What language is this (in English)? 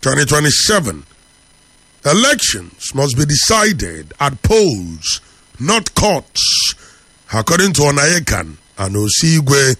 English